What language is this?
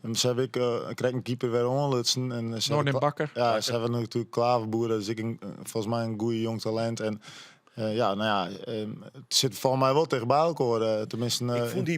Western Frisian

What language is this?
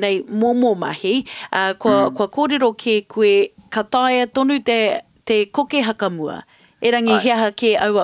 Māori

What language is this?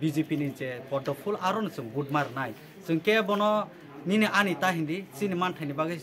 Kok Borok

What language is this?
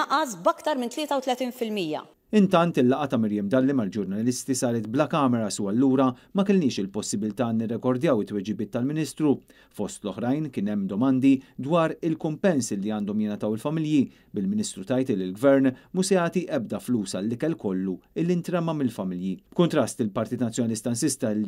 Maltese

